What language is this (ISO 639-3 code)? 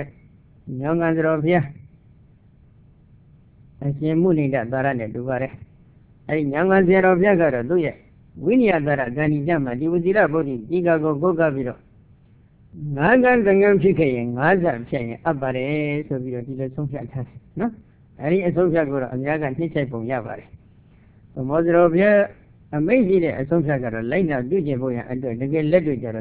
mya